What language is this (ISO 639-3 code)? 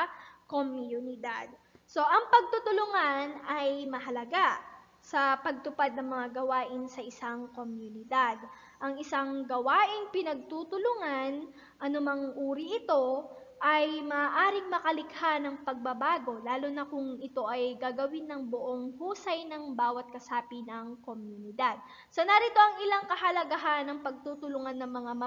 fil